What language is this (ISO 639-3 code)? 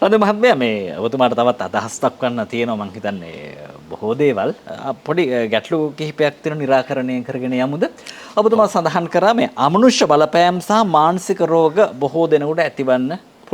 sin